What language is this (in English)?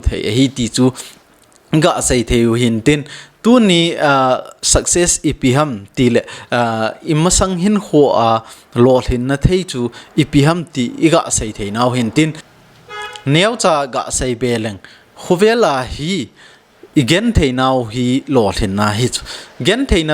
Thado Chin